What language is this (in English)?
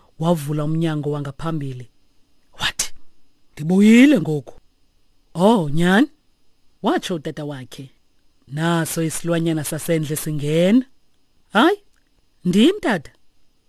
Xhosa